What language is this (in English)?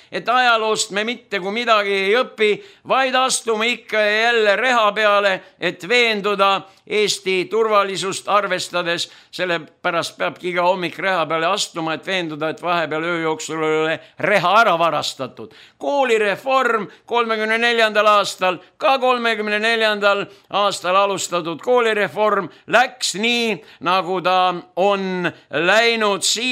Estonian